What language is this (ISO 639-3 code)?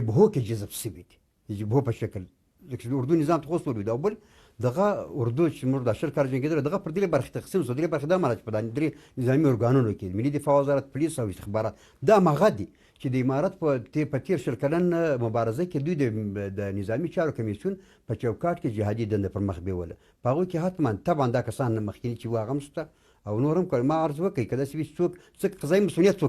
pus